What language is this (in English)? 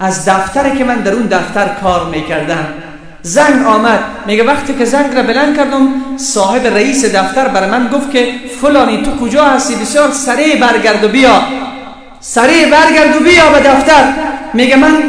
Persian